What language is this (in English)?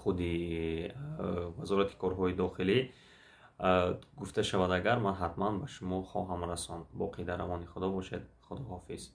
Tajik